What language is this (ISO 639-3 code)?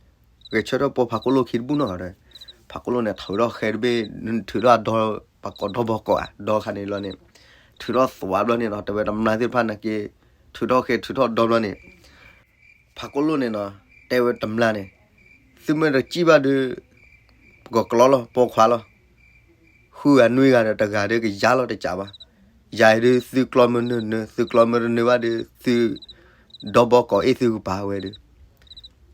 ksw